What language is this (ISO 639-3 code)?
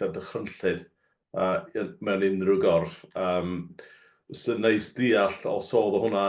cym